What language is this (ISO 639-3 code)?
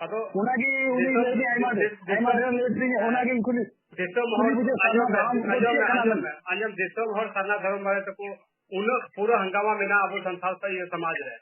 sat